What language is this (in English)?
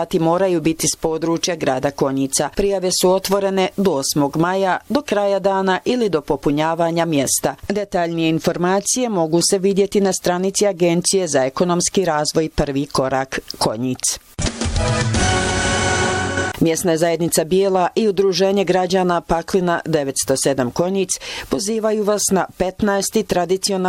Bosnian